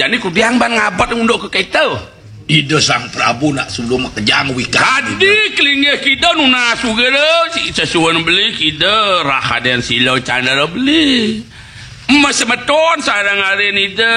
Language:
Balinese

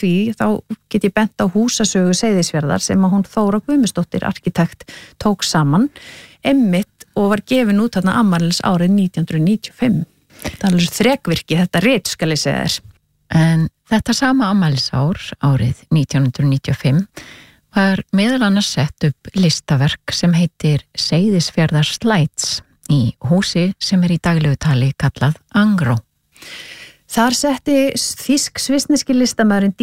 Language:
Icelandic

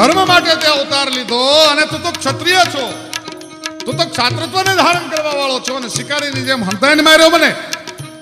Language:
Gujarati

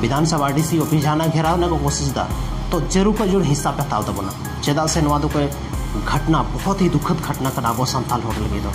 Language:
Santali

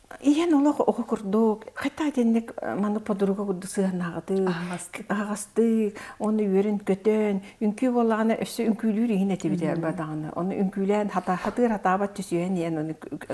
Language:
Yakut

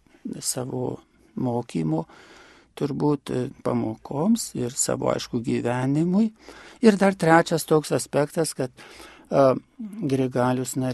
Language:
Lithuanian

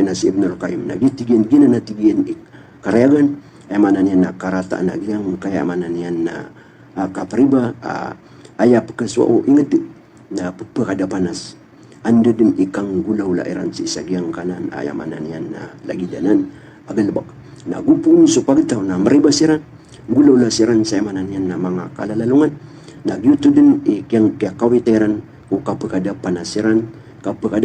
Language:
Maranao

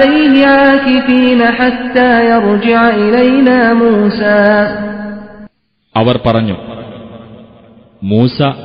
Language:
Malayalam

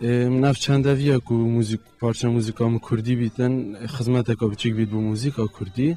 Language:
Kurdish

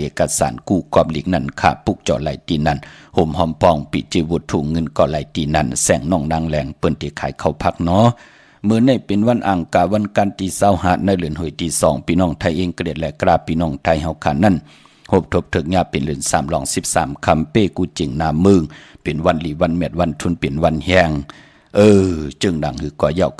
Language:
Shan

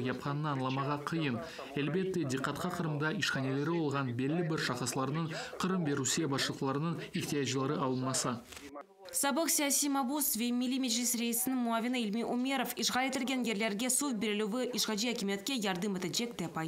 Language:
Crimean Tatar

